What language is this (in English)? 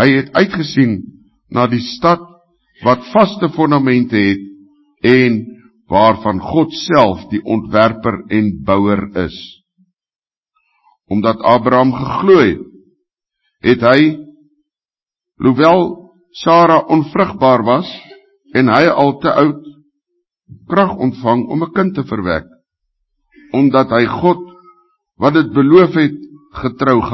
Afrikaans